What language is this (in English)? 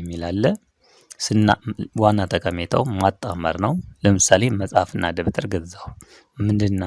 Amharic